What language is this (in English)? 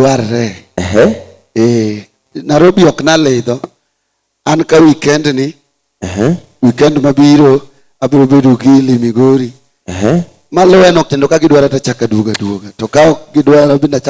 Luo (Kenya and Tanzania)